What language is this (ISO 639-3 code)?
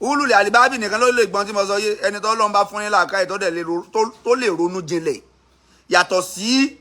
yor